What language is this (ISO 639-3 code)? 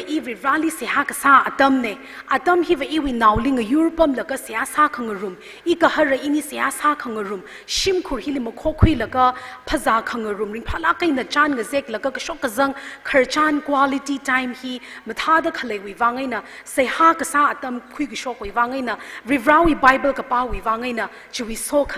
nmf